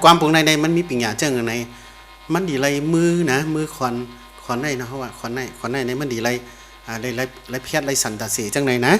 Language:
Shan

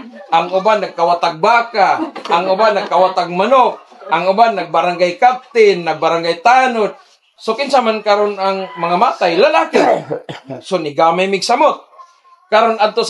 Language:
Cebuano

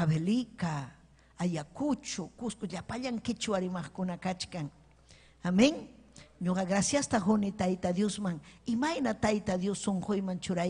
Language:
Ayacucho Quechua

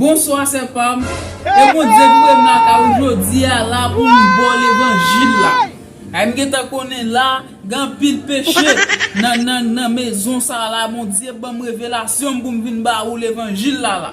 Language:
Haitian Creole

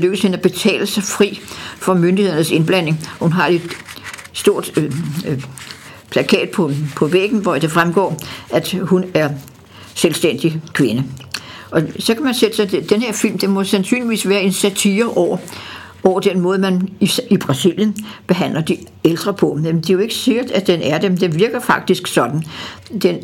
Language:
Danish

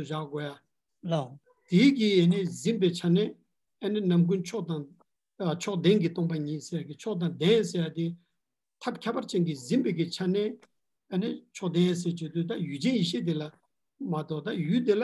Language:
Tibetan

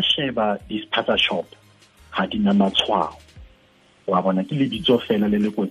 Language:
Tswana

